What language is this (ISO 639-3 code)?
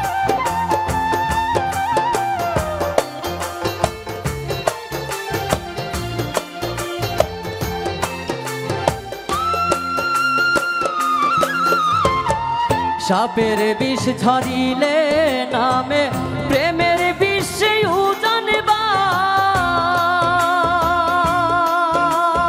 ben